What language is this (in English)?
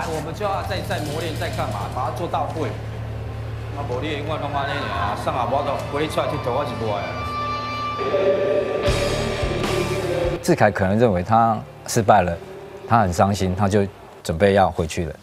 Chinese